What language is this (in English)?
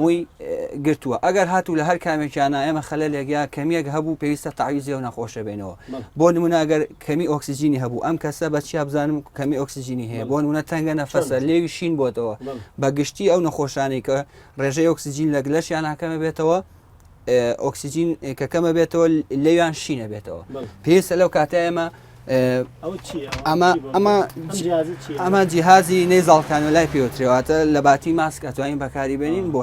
Central Kurdish